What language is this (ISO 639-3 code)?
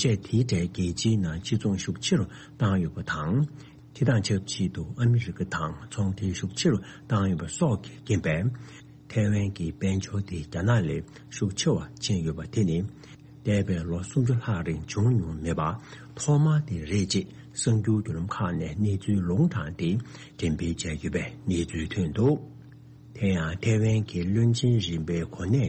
bod